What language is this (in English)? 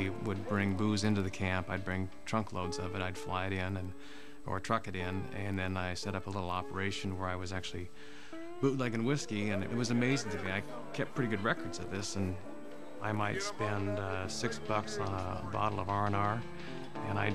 English